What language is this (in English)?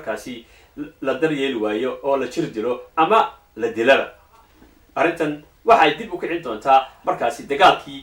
Somali